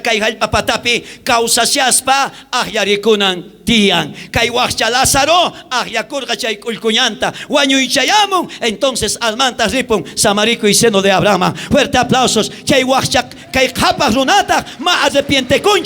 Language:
South Bolivian Quechua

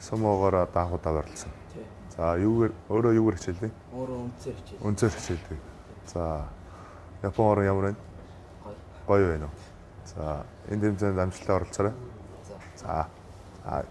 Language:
Mongolian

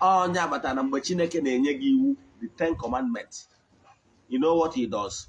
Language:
Igbo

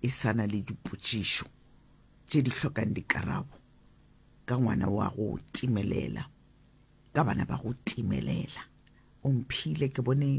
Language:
Northern Sotho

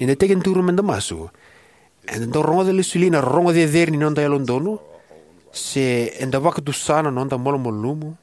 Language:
Fijian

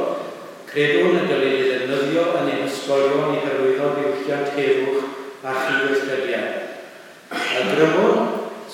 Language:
Welsh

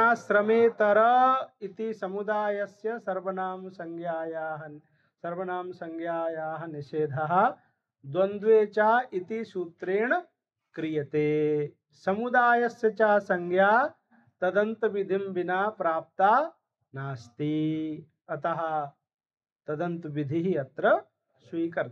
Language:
Sanskrit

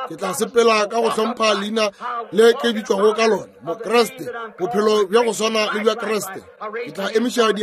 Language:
Northern Sotho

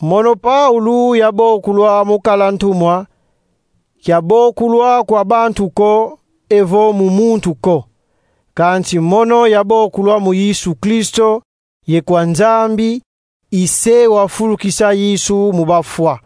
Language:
Kongo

